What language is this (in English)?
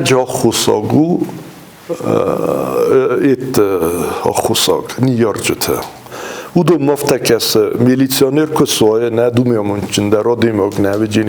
Ossetic